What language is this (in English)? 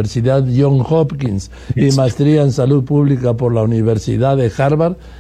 Spanish